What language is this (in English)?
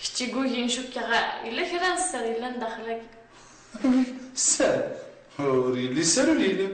Kabyle